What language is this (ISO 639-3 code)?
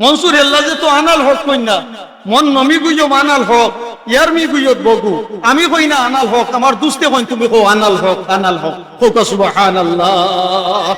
syl